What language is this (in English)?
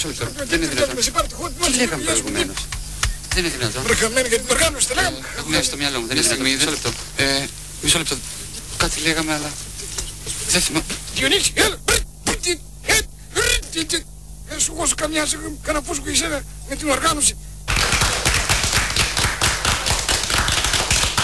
Greek